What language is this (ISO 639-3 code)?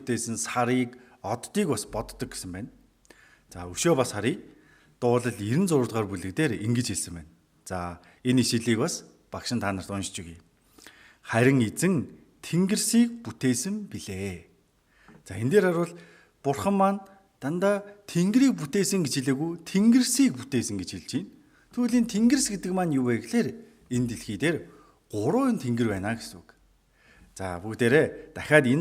mon